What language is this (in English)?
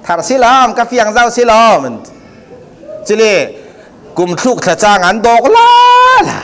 Falam Chin